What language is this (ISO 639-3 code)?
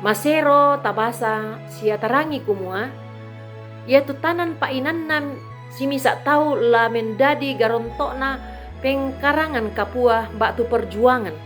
sda